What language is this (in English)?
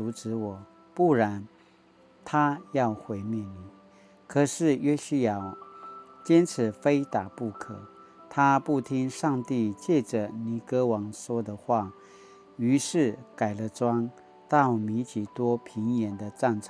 Paiwan